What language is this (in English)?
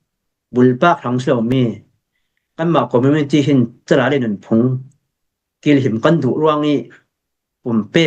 Falam Chin